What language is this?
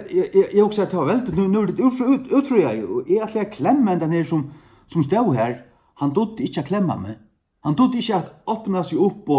Faroese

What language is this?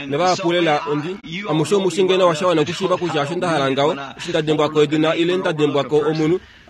Kuanyama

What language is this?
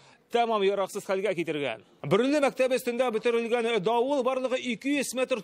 Tatar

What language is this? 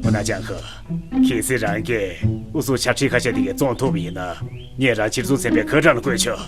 Tibetan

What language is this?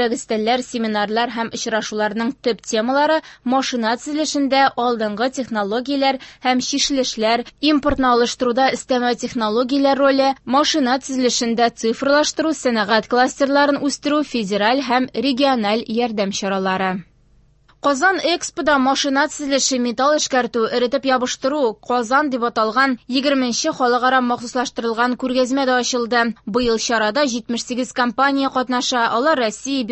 Tatar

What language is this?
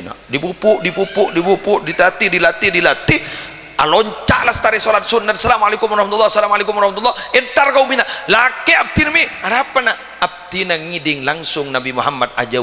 Madurese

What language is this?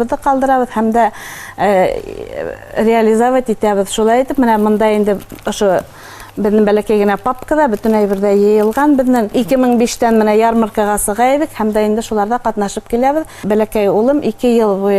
Bashkir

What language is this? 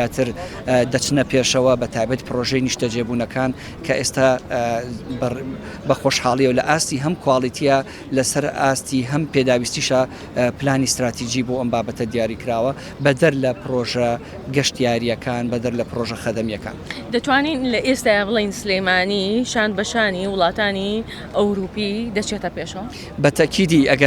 Central Kurdish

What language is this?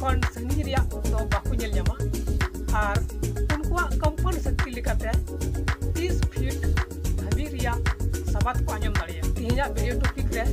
Santali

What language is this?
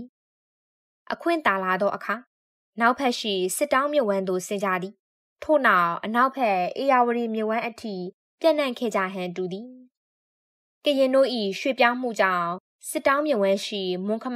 Burmese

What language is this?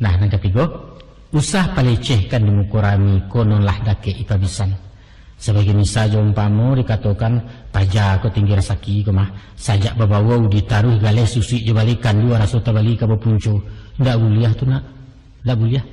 Minangkabau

